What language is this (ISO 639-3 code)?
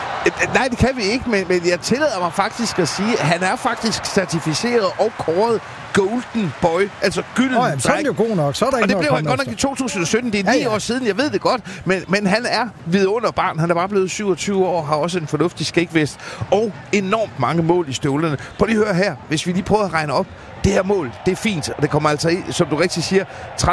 dan